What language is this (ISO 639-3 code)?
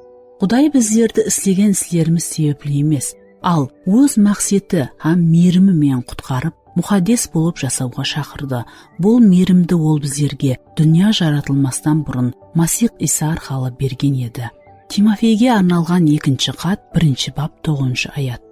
kaa